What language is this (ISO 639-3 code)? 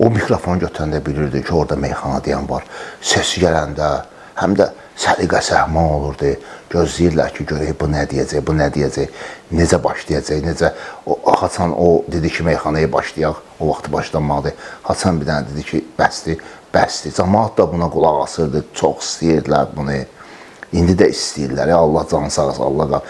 aze